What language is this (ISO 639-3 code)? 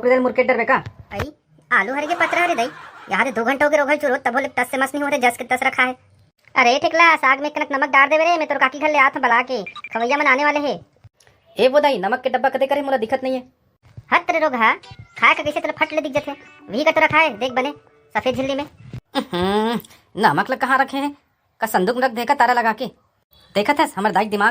hne